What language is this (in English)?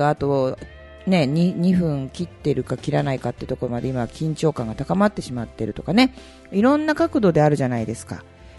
Japanese